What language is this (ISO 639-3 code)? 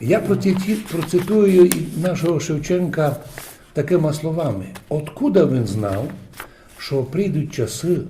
rue